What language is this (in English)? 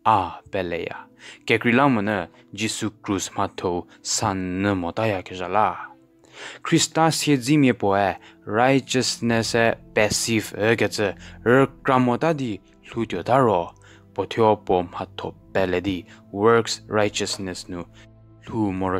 Angami Naga